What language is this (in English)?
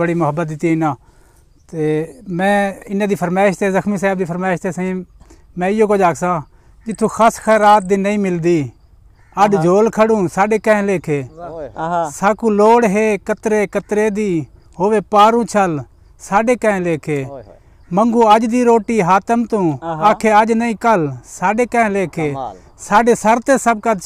Saraiki